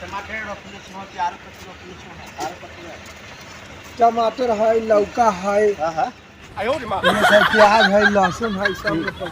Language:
Maithili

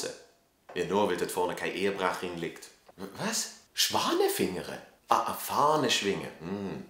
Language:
Swiss German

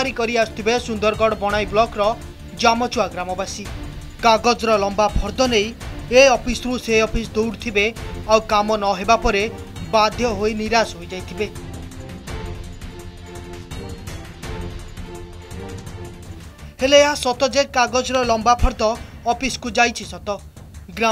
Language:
Odia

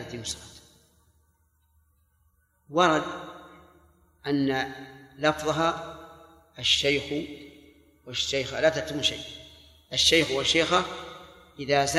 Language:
Arabic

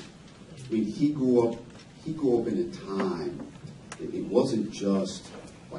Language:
English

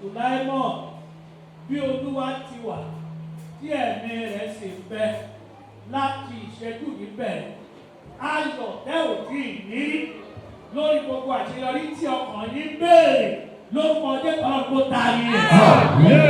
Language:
Yoruba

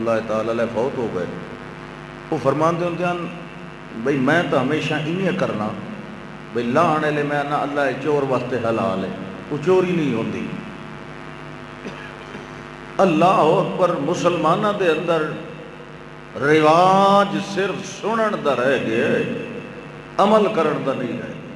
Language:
Urdu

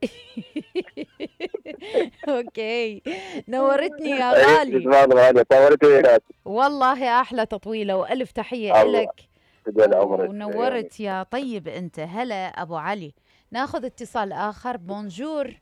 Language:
Mesopotamian Arabic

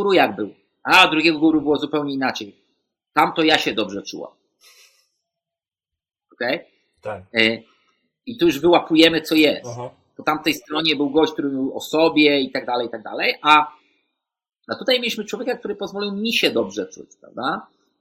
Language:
Polish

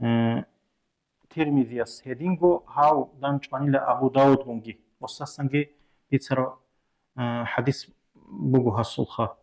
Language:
Avaric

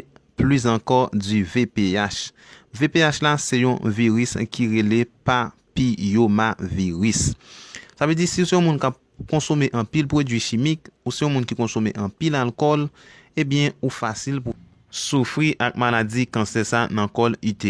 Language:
Haitian Creole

